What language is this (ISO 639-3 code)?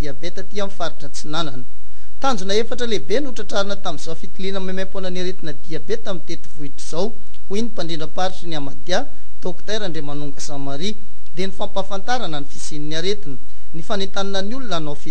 mlg